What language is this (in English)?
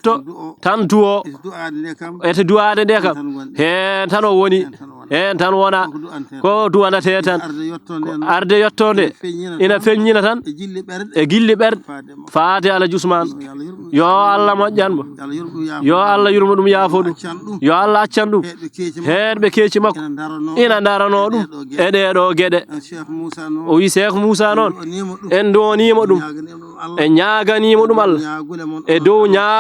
Fula